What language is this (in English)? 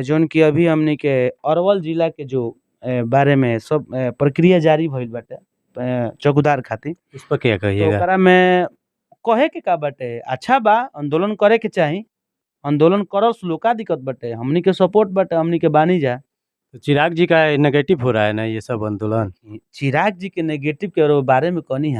Bhojpuri